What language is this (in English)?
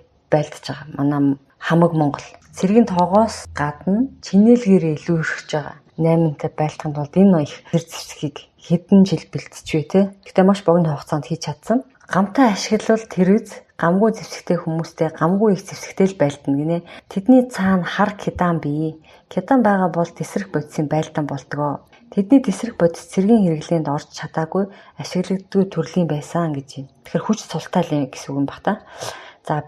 Mongolian